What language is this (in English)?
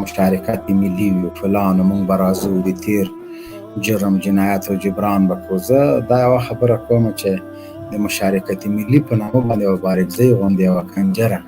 Pashto